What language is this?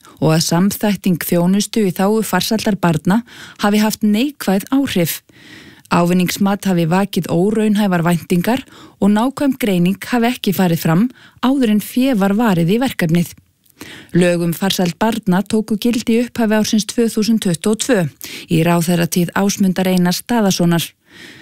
Icelandic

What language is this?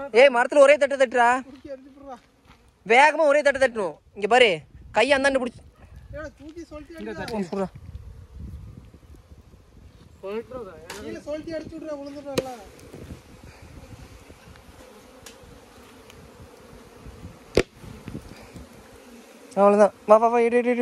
Tamil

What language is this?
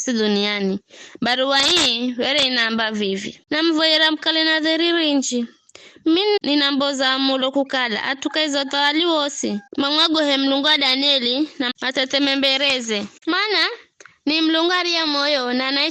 Giryama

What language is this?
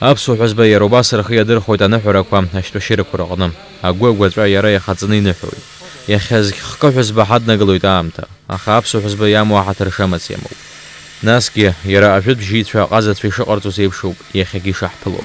Abkhazian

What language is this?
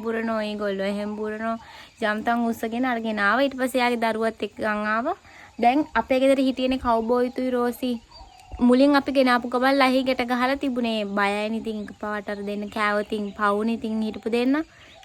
Sinhala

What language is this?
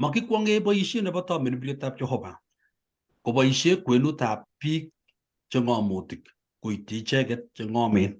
Kalenjin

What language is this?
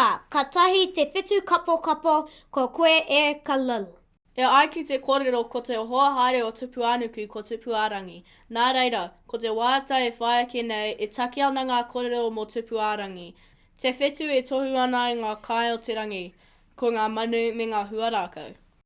Māori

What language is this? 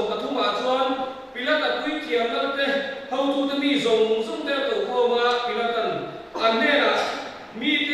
Mizo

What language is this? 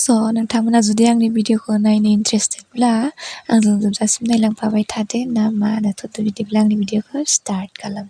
Bodo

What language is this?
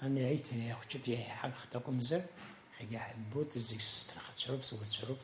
Abkhazian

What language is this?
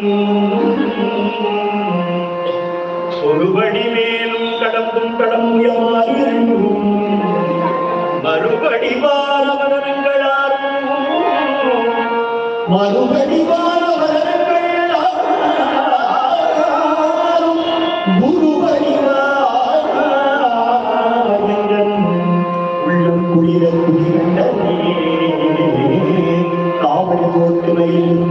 Tamil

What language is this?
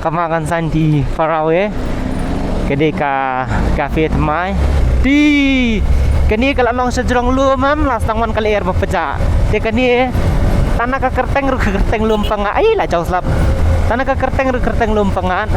Khasi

